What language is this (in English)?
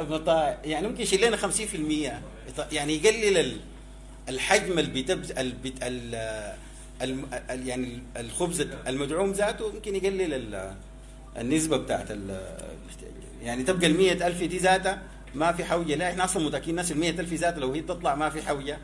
Sudanese Arabic